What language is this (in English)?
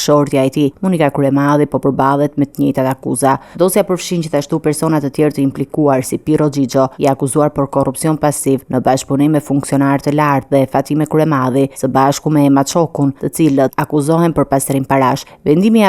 Albanian